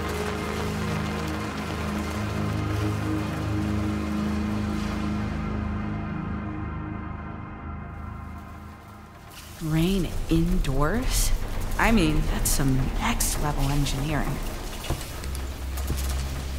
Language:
English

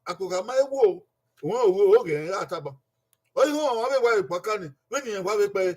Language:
Bini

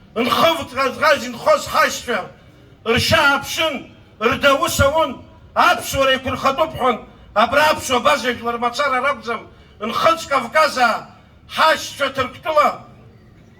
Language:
Abkhazian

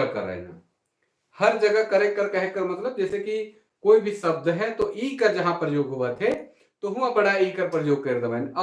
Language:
Sadri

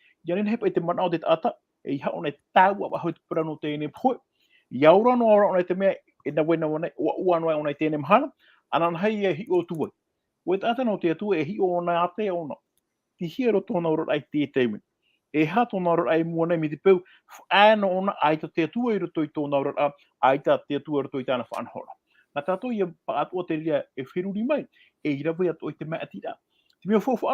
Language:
Tahitian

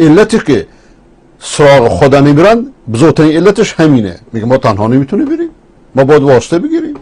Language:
Persian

